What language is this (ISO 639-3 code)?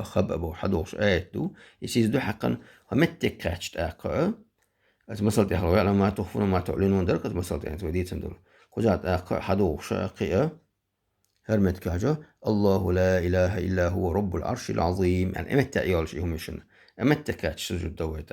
che